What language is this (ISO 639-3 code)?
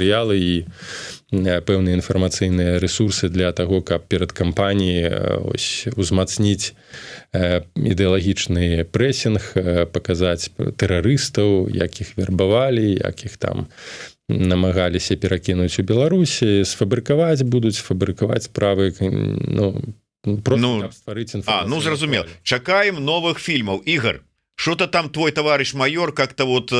bel